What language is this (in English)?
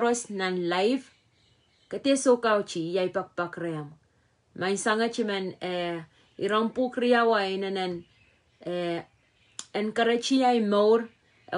Pohnpeian